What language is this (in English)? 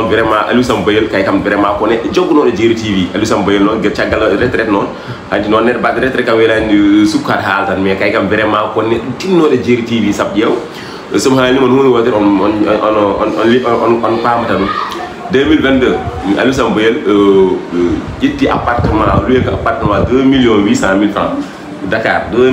Fula